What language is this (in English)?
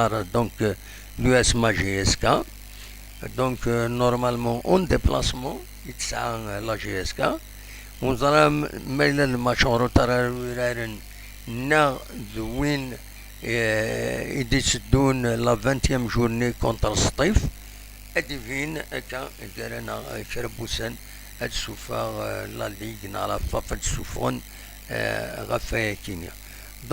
Kabyle